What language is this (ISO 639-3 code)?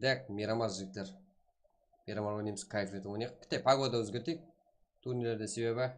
kaa